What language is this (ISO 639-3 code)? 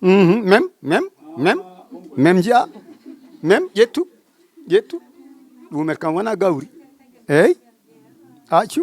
ful